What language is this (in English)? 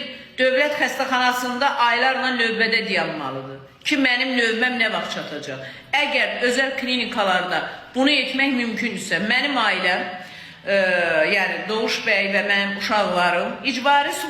Azerbaijani